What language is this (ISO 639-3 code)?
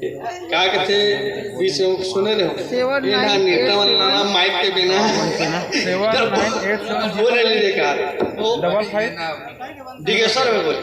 hne